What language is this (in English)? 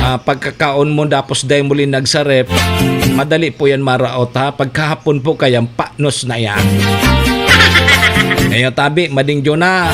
Bikol